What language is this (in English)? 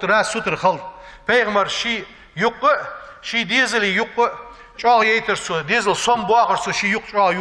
Ingush